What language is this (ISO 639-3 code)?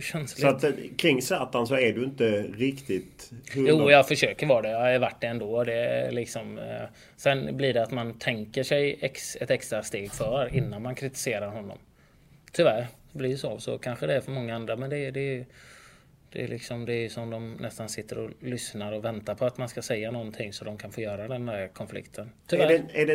swe